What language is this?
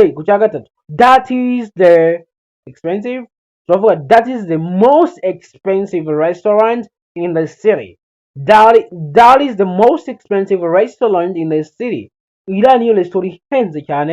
Kinyarwanda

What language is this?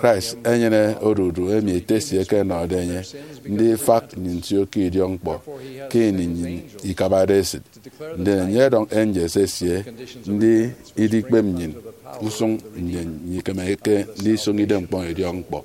Efik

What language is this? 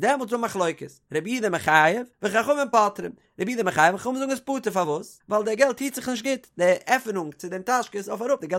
Yiddish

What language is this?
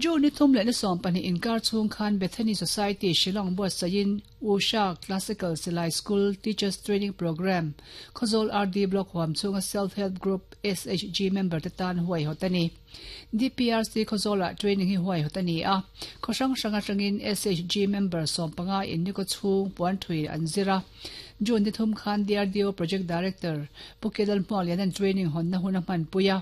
Mizo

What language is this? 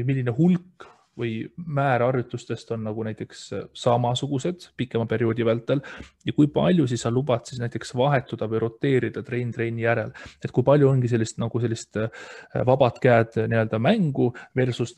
Estonian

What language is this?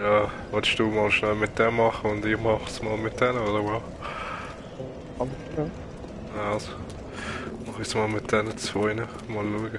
Swiss German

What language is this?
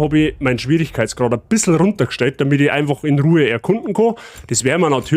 Bavarian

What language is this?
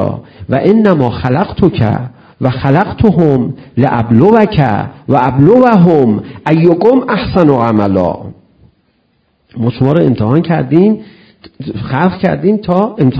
Persian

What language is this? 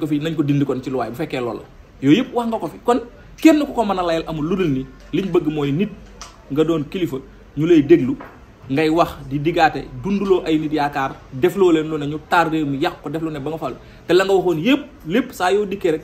Wolof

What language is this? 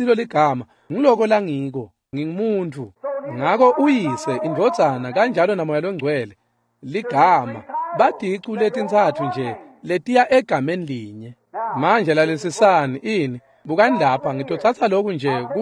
Swati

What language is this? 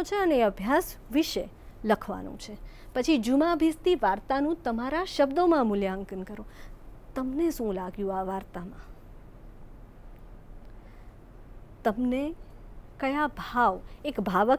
Gujarati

